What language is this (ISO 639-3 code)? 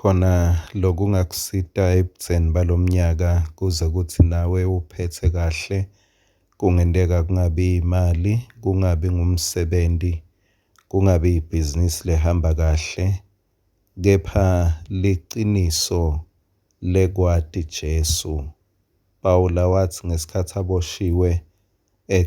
ssw